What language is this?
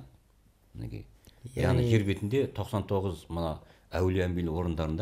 Kazakh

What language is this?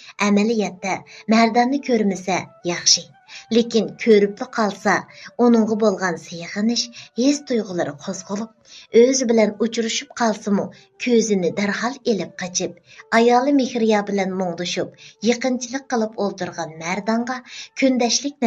Uyghur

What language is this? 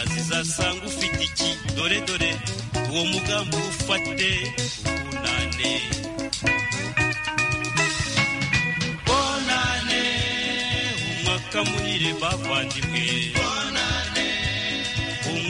Kinyarwanda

